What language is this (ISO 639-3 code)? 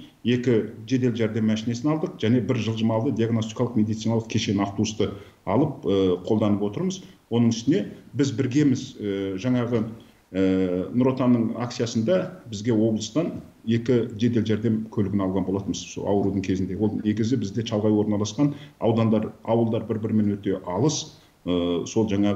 kaz